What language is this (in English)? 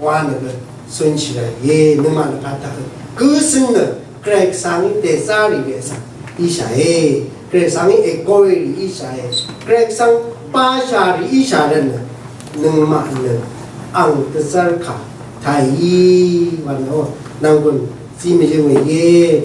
Rawang